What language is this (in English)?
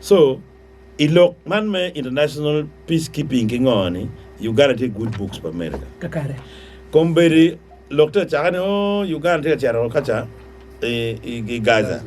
Acoli